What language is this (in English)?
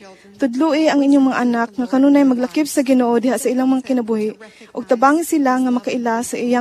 Cebuano